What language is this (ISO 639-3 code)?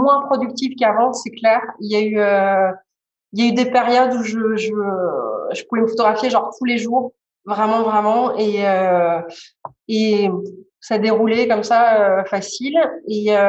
fra